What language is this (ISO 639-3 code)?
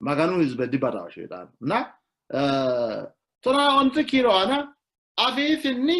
sid